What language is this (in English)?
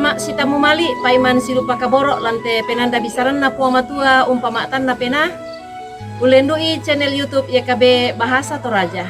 Toraja-Sa'dan